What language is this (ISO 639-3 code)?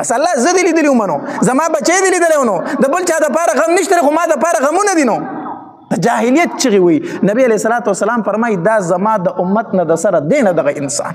pus